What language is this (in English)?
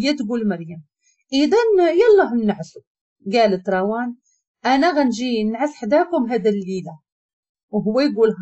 Moroccan Arabic